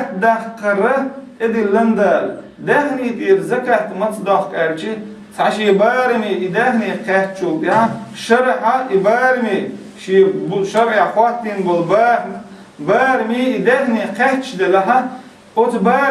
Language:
Chechen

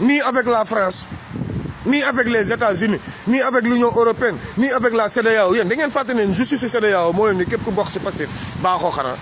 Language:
Wolof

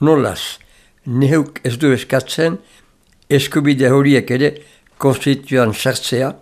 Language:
Basque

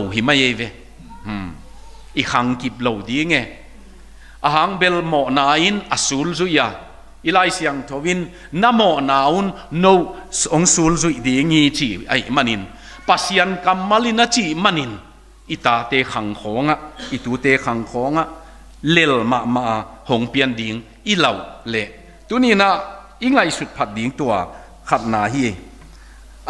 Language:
Tedim Chin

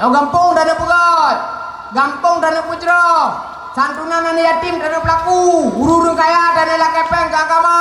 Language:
Achinese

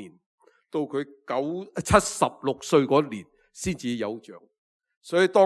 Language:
Cantonese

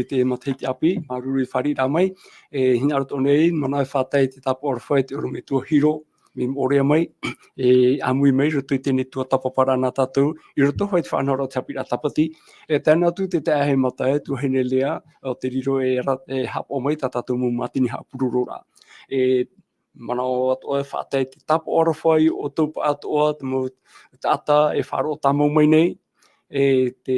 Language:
Tahitian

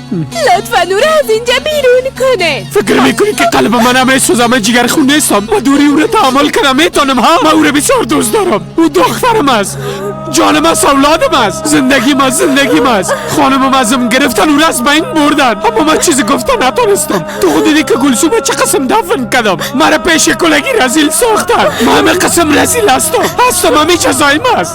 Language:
Persian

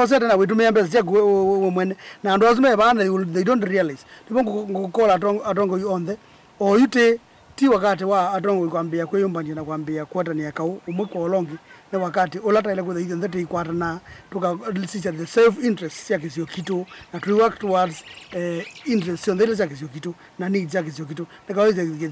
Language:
Kamba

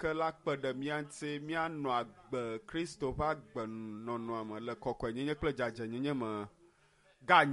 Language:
Ewe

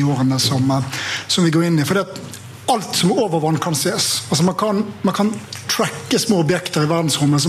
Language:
Norwegian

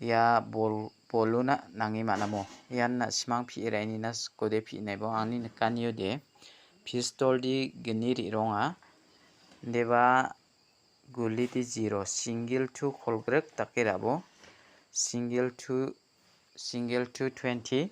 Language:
Garo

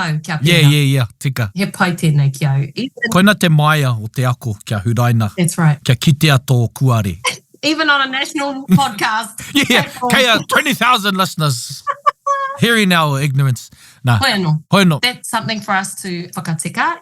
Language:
Māori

